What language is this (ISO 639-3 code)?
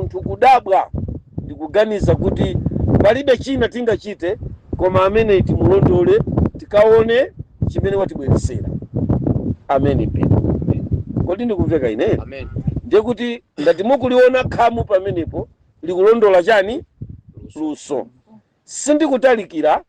nya